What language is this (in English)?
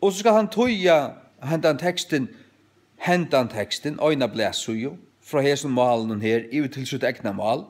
Faroese